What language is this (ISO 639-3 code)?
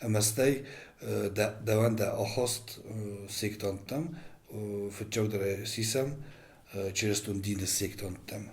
oss